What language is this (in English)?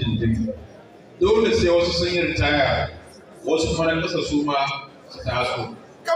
Hausa